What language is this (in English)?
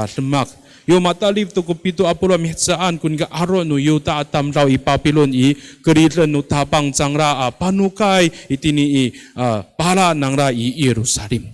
Amis